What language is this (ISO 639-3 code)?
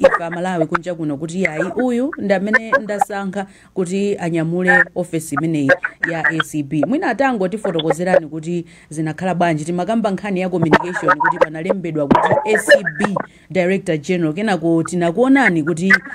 nya